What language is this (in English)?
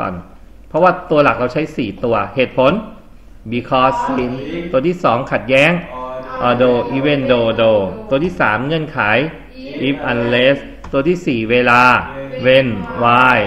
Thai